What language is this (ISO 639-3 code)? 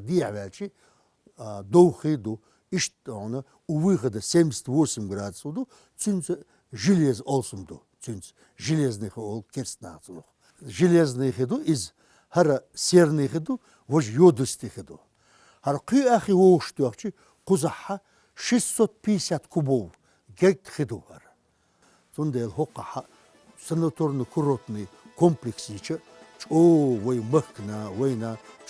che